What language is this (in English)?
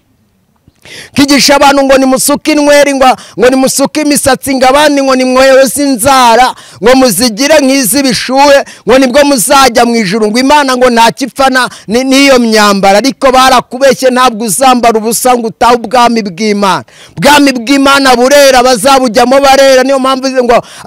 Kinyarwanda